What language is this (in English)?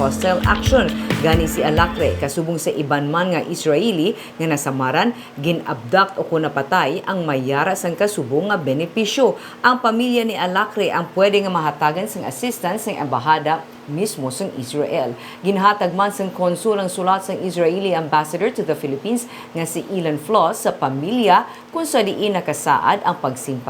Hiligaynon